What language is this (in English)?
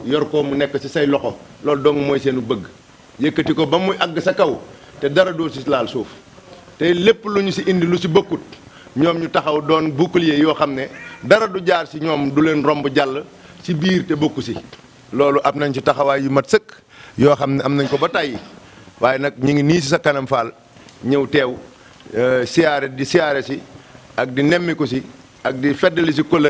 Wolof